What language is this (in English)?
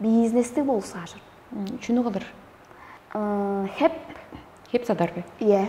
Tuvinian